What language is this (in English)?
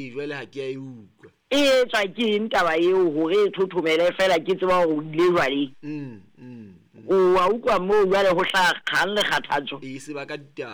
Southern Sotho